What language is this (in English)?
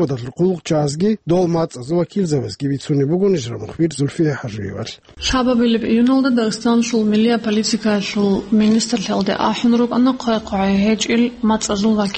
Avaric